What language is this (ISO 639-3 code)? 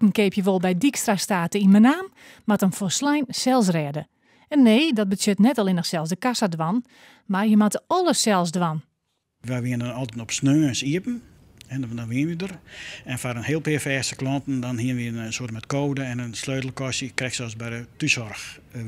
fry